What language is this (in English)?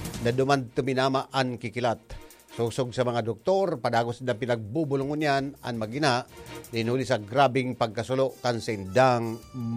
Bikol